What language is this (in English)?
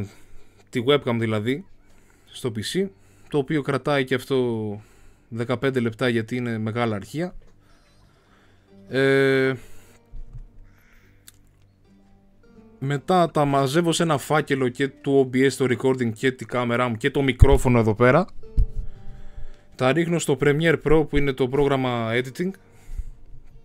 Greek